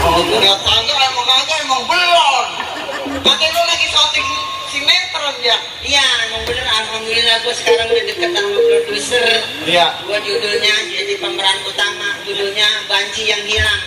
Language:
Betawi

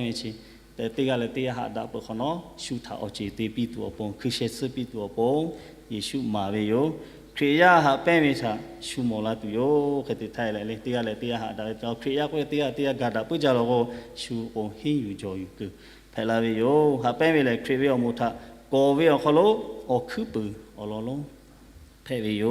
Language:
Lahu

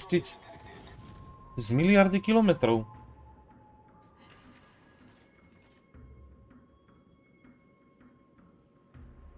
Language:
Slovak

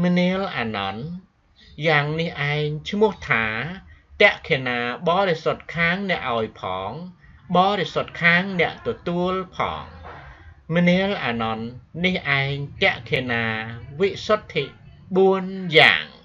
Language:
Khmer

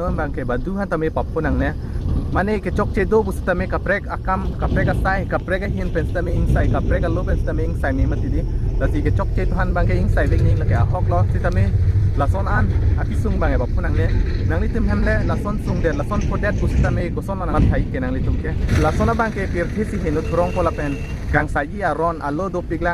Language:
Karbi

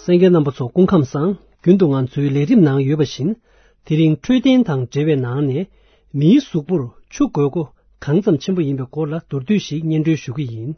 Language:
Tibetan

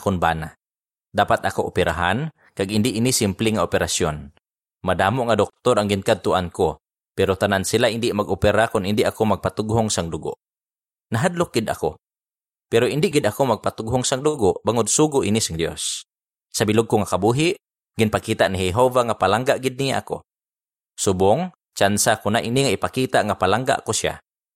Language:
Hiligaynon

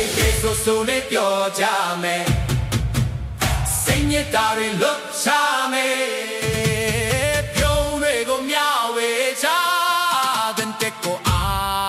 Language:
Burmese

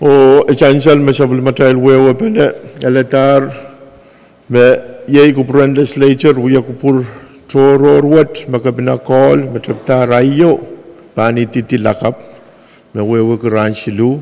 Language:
Pohnpeian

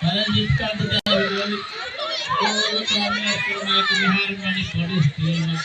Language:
Divehi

